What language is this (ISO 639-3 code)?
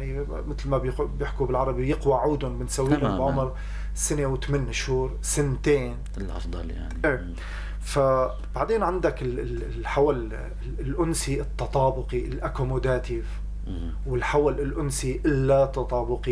apc